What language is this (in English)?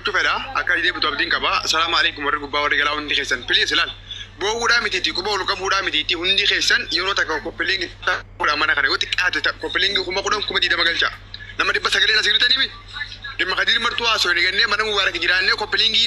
Oromo